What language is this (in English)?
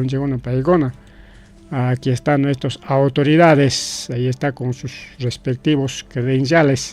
Ayacucho Quechua